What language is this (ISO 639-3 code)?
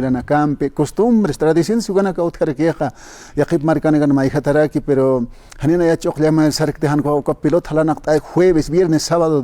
aym